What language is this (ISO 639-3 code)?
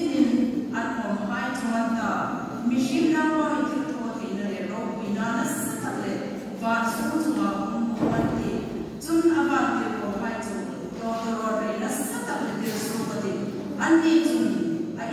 hmr